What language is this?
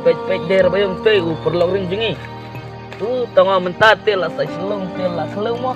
Khasi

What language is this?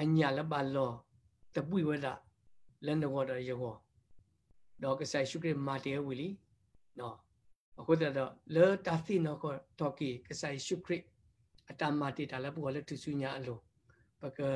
S'gaw Karen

